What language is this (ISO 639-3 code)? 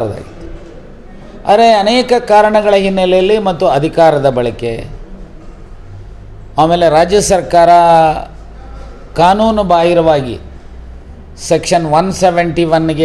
kan